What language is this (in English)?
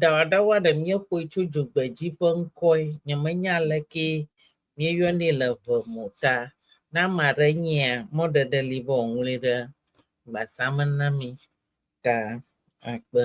Ewe